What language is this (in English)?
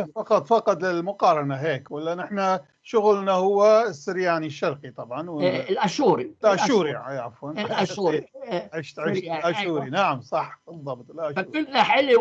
North Levantine Arabic